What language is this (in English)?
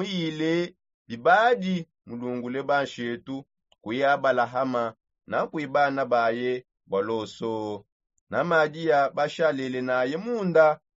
Songe